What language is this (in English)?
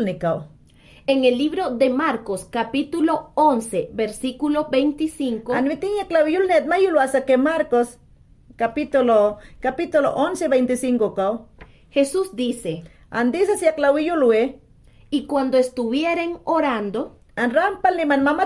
Mayangna